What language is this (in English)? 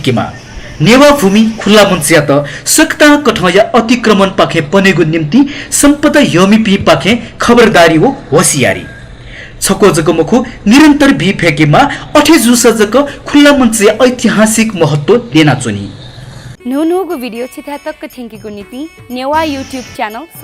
Newari